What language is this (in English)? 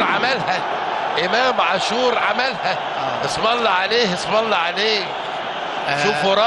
Egyptian Arabic